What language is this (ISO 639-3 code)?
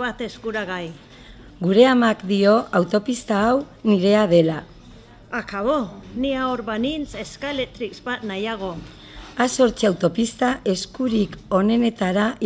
eus